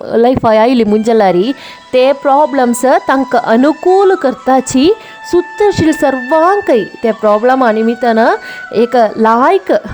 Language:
Konkani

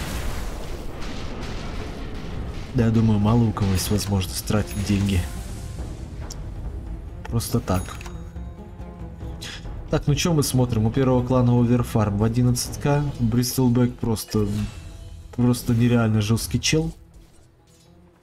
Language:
Russian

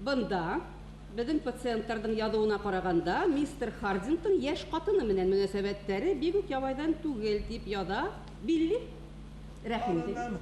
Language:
Bashkir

